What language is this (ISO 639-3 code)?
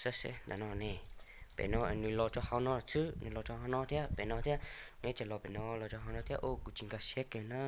hmn